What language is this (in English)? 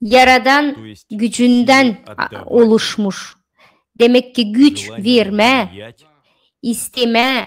Gagauz